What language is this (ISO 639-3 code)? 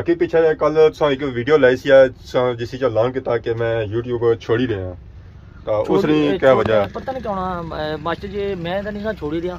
phr